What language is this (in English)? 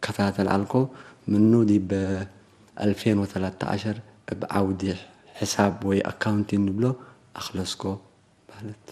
Tigre